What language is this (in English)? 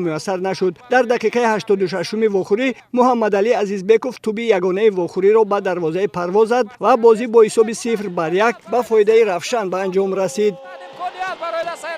Tajik